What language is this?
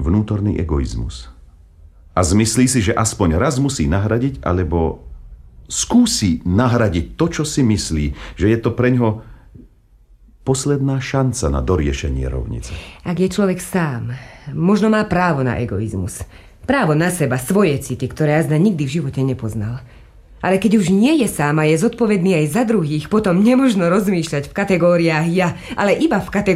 Slovak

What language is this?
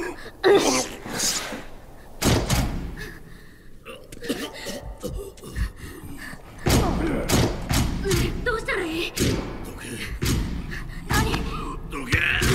Japanese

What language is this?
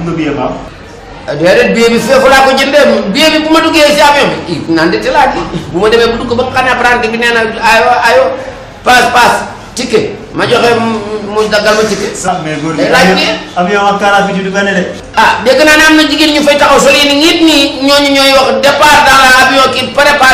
Wolof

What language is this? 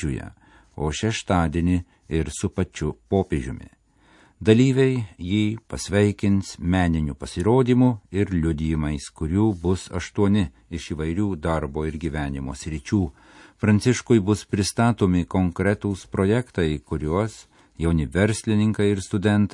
Lithuanian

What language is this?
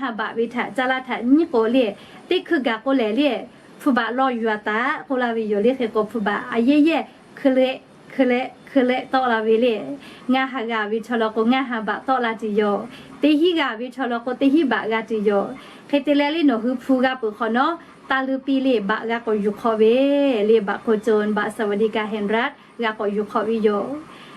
Lahu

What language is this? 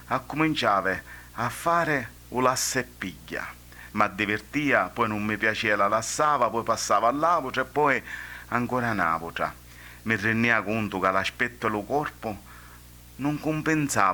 Sicilian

